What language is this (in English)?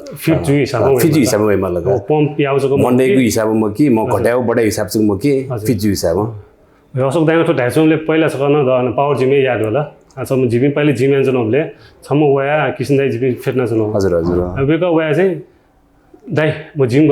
Newari